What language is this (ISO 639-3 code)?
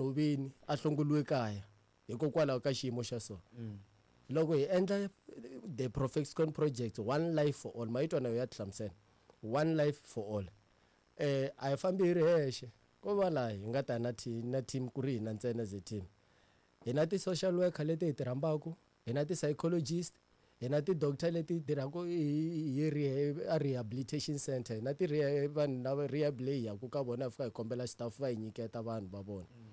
tso